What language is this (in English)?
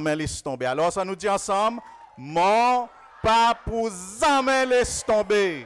Seselwa Creole French